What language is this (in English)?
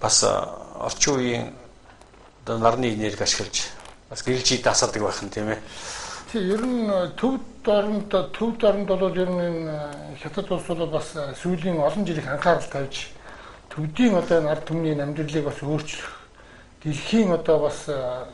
Mongolian